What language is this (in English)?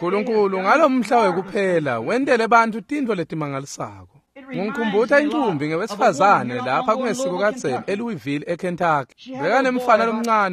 Swati